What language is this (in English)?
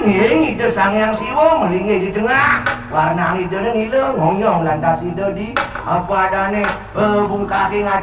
Balinese